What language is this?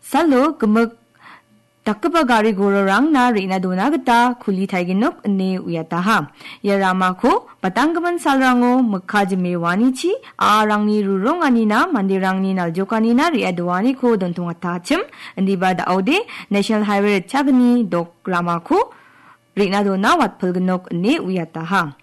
Garo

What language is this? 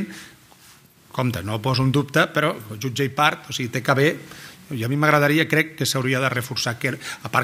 Catalan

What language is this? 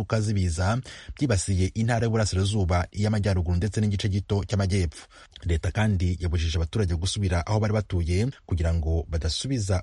Kinyarwanda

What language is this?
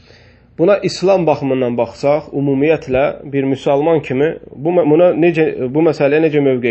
Azerbaijani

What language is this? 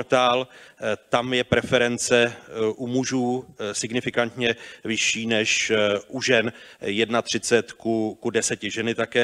Czech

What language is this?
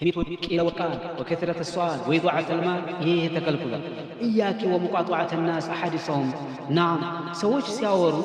Amharic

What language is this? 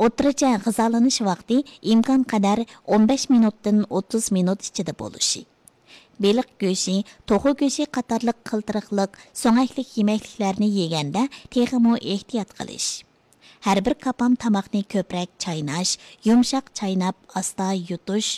Uyghur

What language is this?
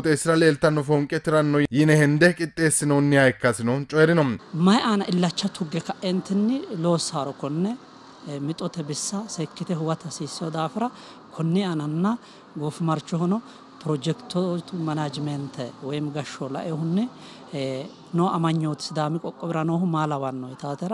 Sidamo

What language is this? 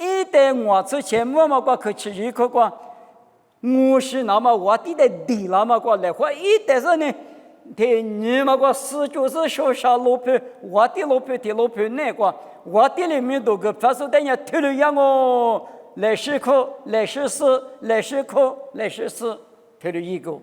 Lisu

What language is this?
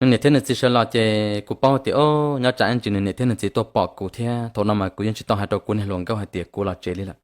Hmong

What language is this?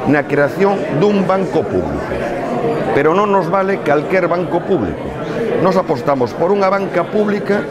Galician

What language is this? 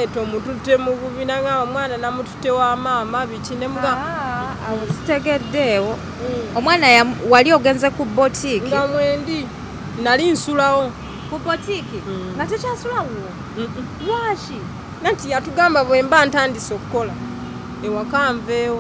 Ganda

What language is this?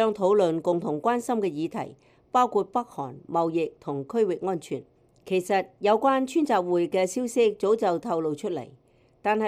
Cantonese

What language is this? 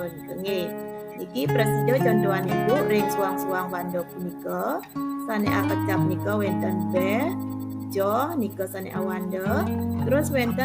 Balinese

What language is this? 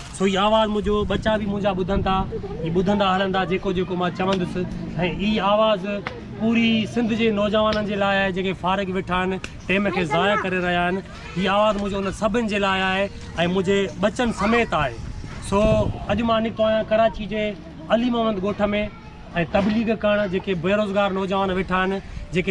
Sindhi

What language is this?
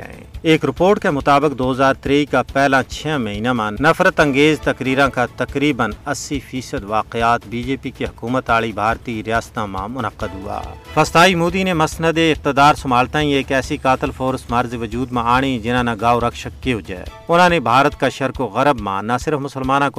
Gujari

